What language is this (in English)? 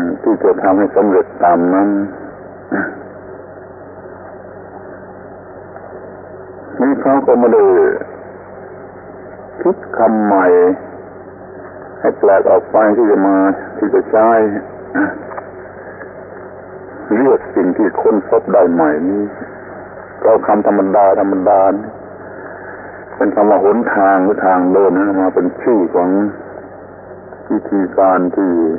Thai